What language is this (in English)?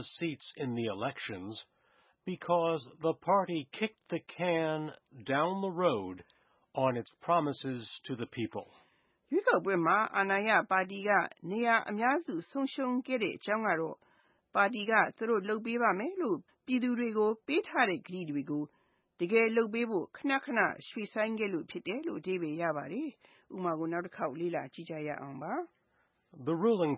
Burmese